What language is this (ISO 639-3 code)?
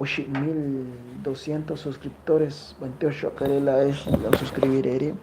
kek